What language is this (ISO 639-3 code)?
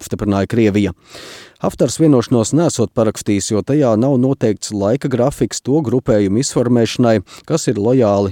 lav